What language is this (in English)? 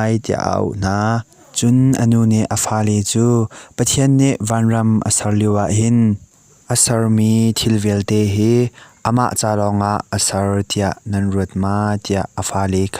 Hakha Chin